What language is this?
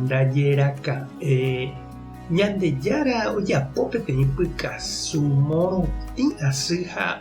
Guarani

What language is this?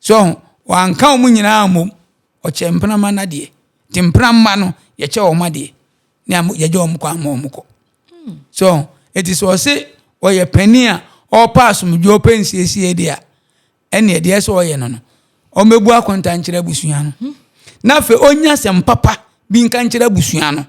Akan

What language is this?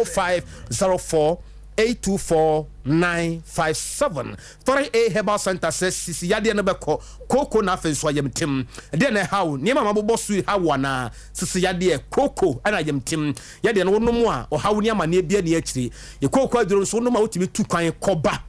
Akan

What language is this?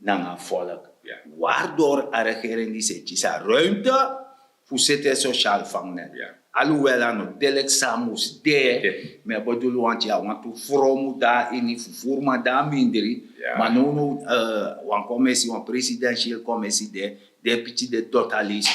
Sranan Tongo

